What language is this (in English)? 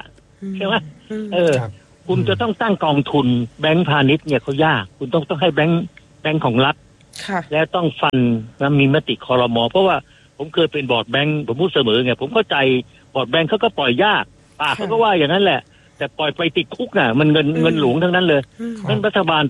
Thai